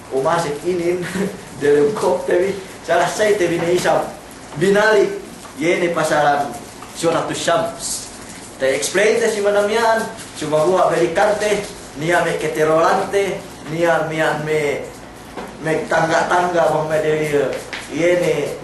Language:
Yakan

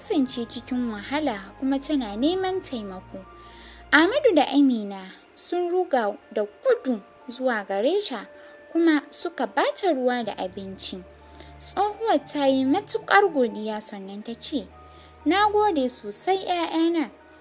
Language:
Hausa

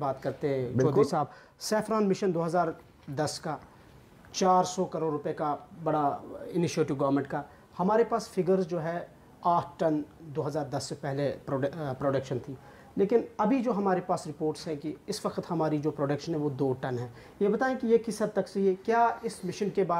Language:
Hindi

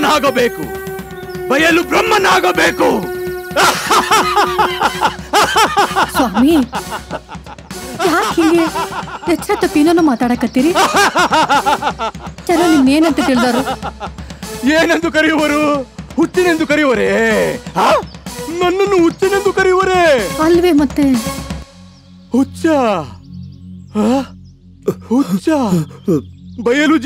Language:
Kannada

